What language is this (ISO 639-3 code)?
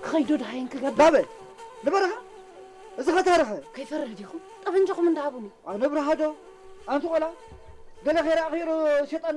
tir